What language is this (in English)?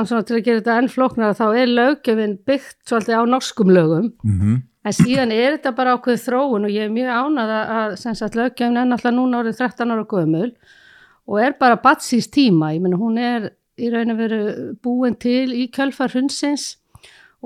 Icelandic